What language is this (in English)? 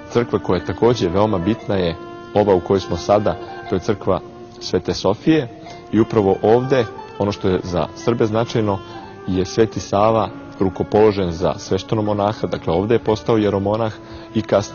Serbian